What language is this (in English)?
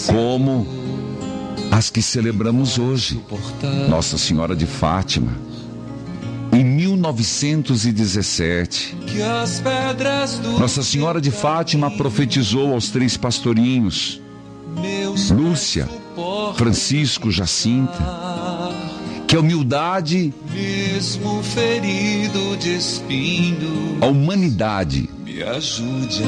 Portuguese